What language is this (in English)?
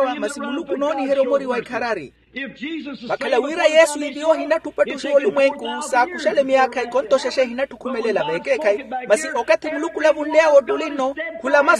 Makhuwa